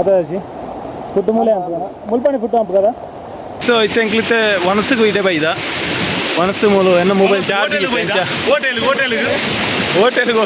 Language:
Tulu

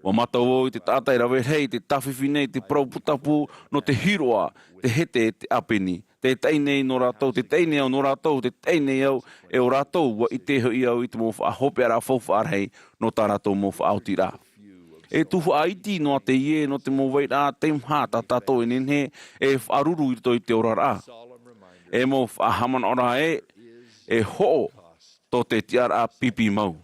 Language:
Tahitian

